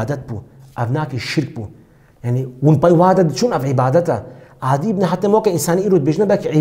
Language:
Kurdish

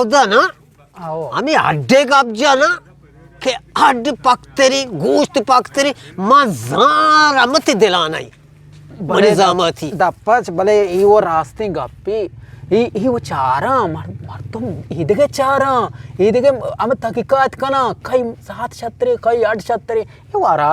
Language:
Eastern Balochi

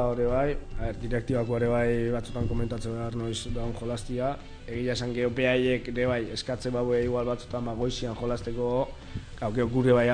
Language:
Basque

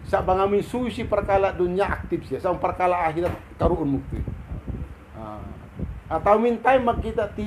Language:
Tausug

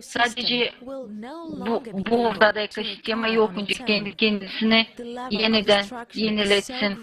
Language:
Gagauz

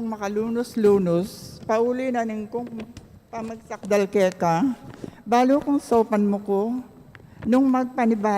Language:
Pampanga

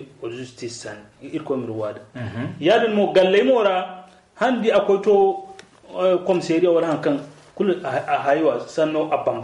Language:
Zarma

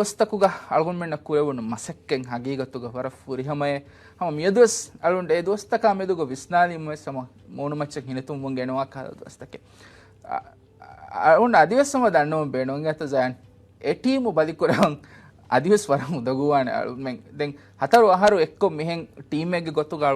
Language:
Divehi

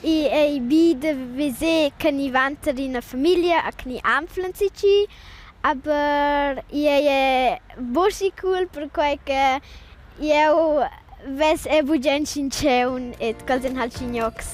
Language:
Romansh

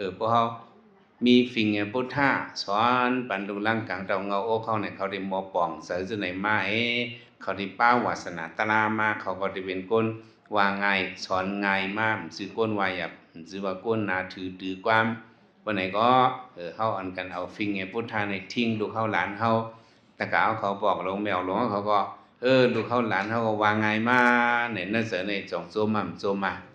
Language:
Shan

